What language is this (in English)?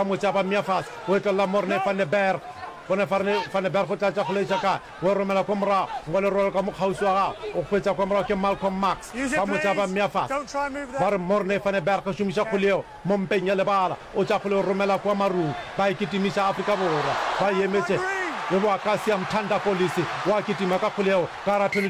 Northern Sotho